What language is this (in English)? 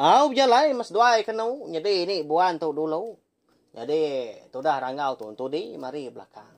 Iban